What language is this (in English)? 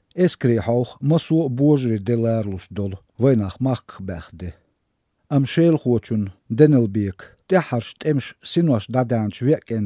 Chechen